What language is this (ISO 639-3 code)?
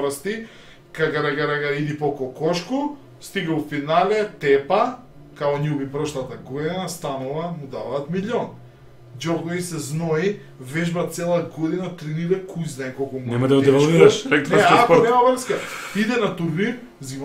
mkd